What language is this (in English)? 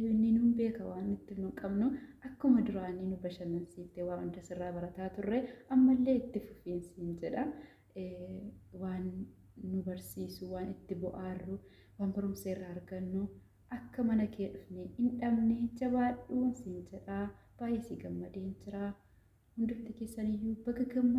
Oromo